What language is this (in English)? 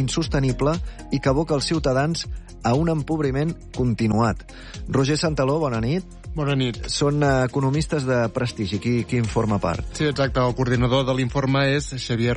Catalan